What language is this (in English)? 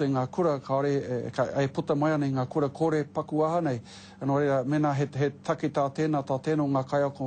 Māori